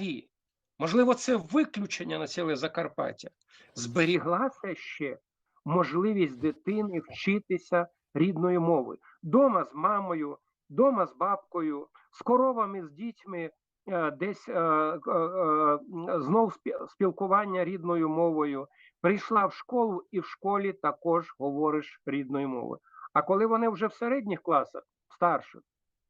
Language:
Rusyn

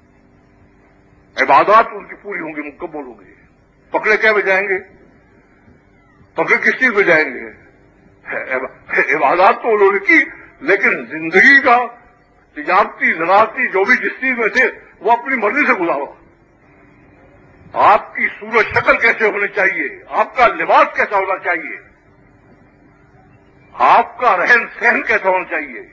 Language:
Urdu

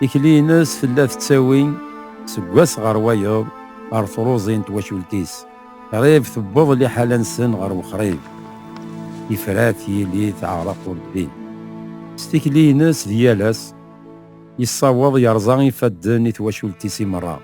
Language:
Kabyle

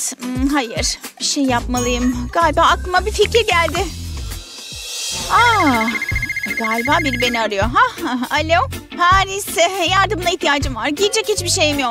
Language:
Turkish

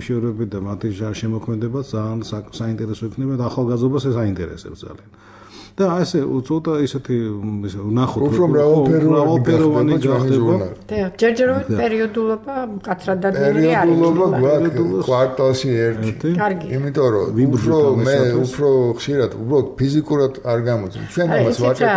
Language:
Georgian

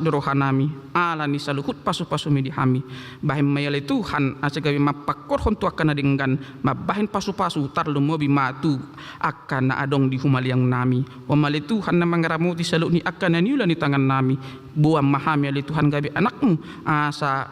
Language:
Batak Toba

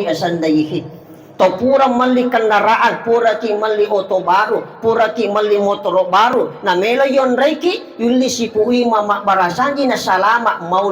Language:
Buginese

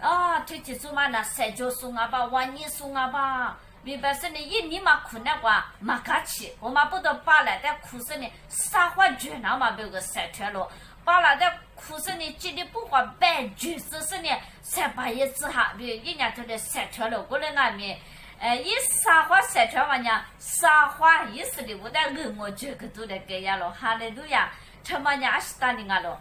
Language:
Lisu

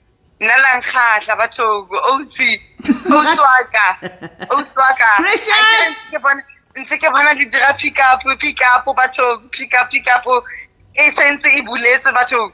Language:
Southern Sotho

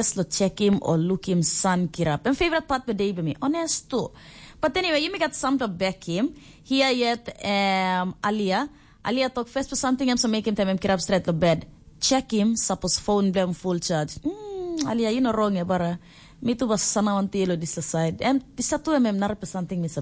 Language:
Tok Pisin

